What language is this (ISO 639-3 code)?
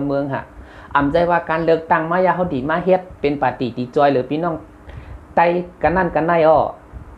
shn